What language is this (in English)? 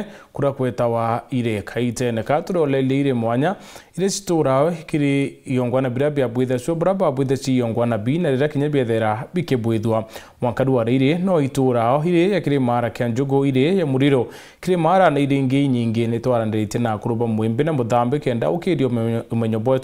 Meru